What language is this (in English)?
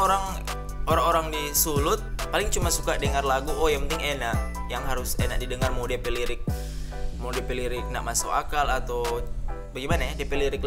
Manado Malay